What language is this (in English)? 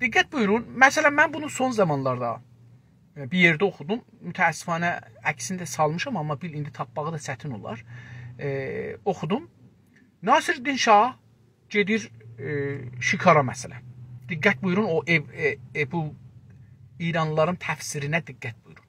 South Azerbaijani